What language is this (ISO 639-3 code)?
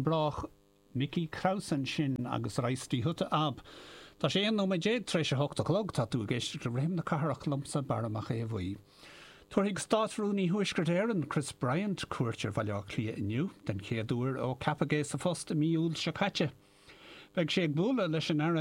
gle